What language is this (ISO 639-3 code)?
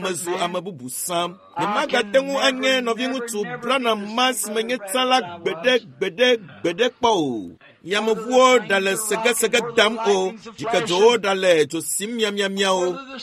ewe